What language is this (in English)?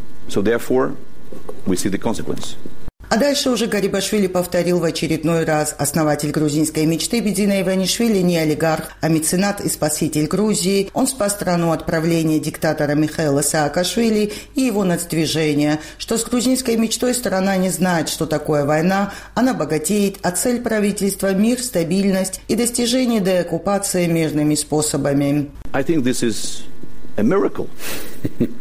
Russian